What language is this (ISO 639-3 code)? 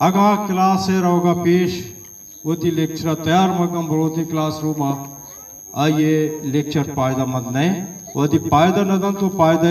bgp